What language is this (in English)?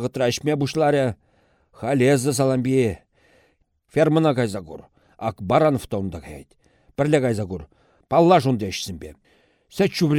Chuvash